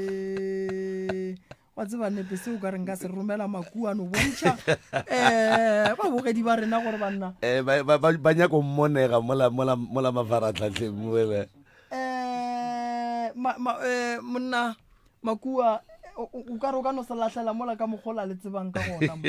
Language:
Northern Sotho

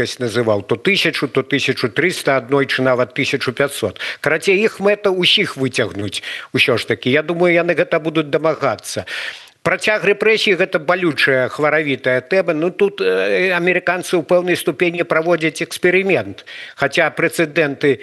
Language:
Belarusian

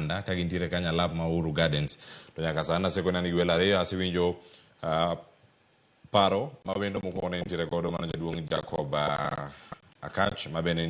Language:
Luo (Kenya and Tanzania)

